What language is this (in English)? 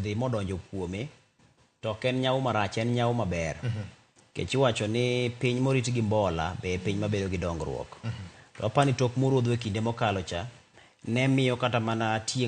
Luo (Kenya and Tanzania)